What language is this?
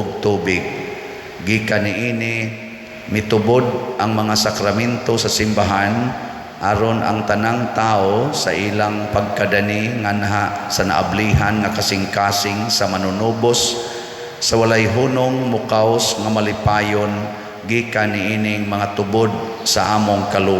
Cebuano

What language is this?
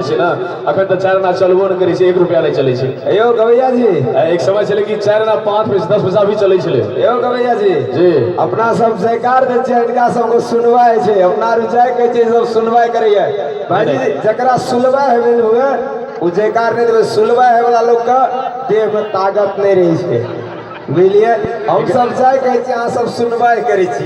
Maithili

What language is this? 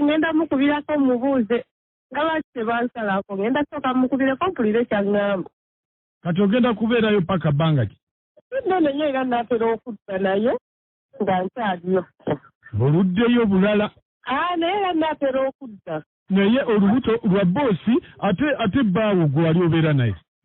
Ganda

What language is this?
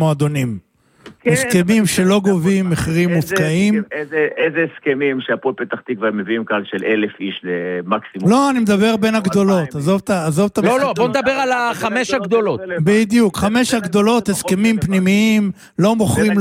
Hebrew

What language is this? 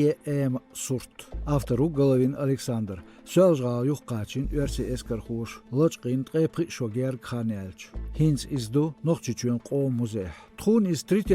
Chechen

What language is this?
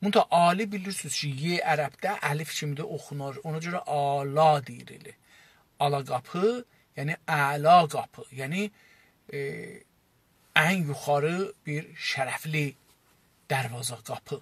South Azerbaijani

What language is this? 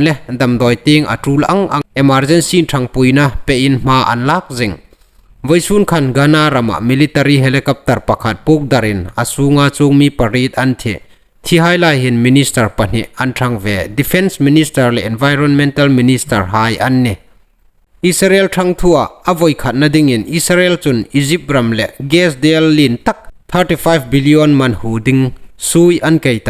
Hmar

